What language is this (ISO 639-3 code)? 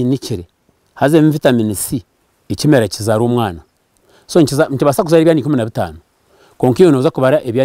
nyn